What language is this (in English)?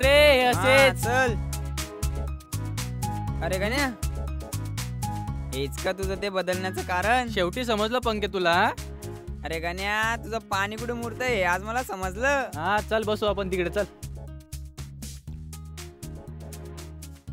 Marathi